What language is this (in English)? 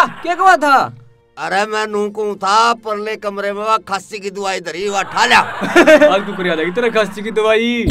Haryanvi